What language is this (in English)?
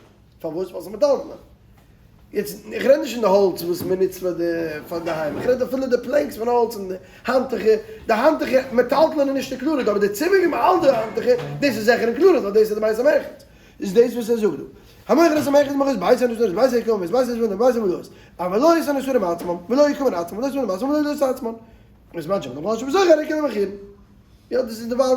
Yiddish